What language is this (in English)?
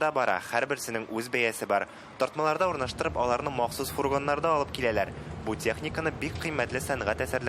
Tatar